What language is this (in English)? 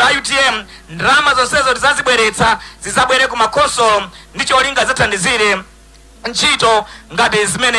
Nyanja